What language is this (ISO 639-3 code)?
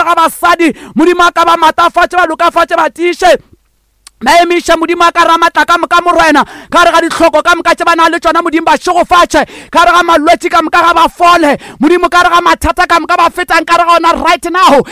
nso